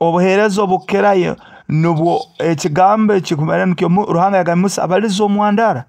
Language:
Nyoro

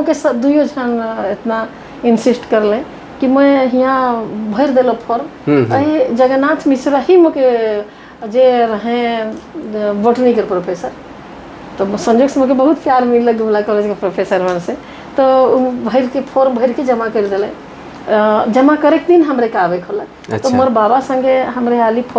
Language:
Sadri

